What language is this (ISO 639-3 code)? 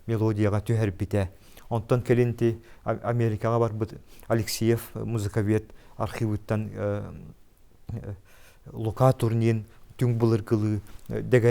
sah